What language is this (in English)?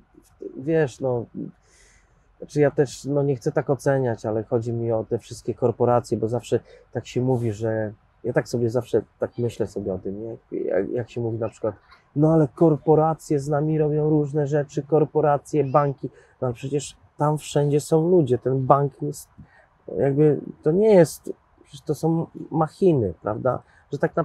Polish